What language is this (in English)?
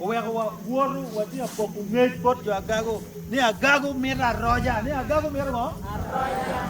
Acoli